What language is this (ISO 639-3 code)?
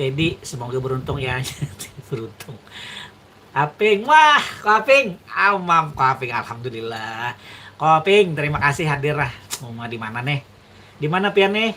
bjn